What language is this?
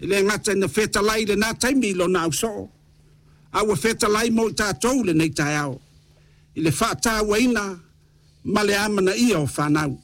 Samoan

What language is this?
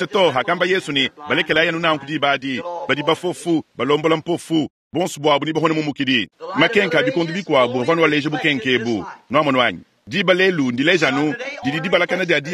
Luba-Lulua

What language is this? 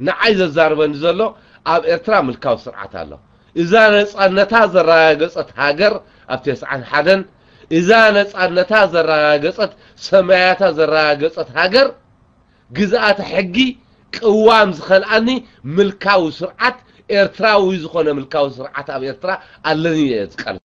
Tigrinya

